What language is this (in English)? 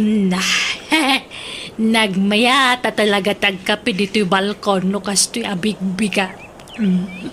Iloko